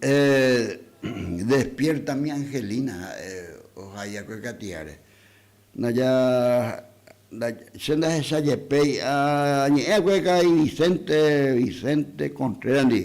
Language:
Guarani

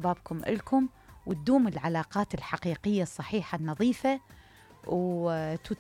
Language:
Mesopotamian Arabic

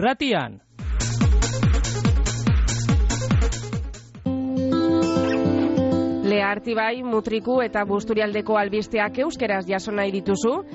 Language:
Basque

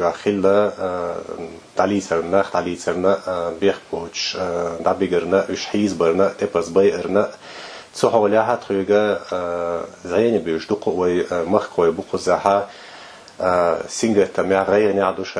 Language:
Chechen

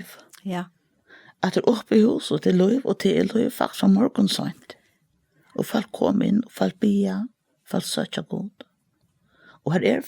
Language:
Faroese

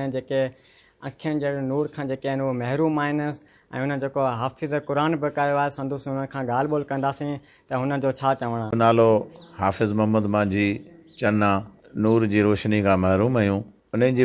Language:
Sindhi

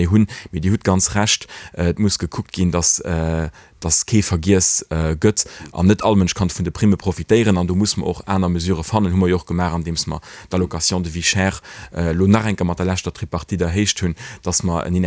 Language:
Luxembourgish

